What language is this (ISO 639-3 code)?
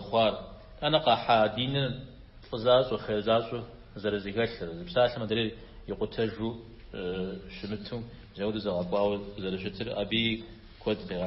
kbd